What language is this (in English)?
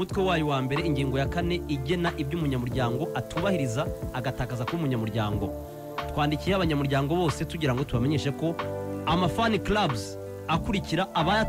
Kinyarwanda